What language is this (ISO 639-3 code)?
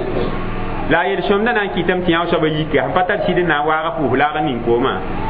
mos